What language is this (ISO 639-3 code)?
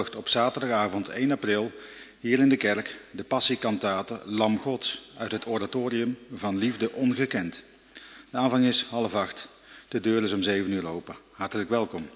nld